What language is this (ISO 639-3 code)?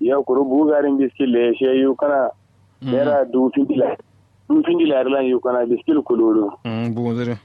kau